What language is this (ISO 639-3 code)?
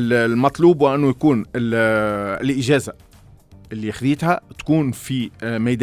aeb